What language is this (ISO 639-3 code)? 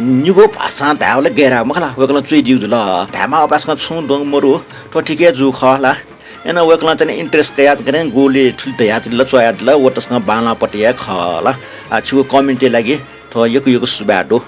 new